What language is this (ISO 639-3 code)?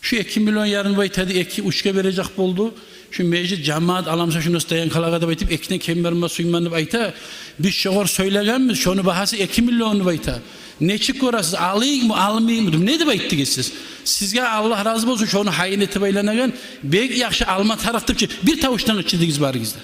kum